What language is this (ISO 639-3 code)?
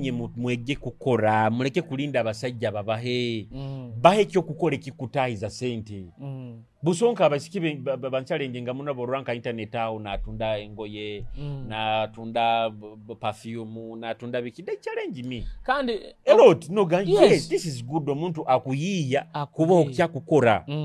nyo